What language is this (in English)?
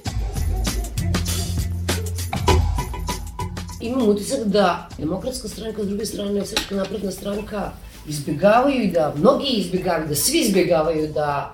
Serbian